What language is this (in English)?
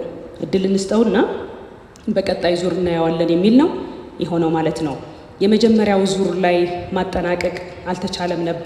Amharic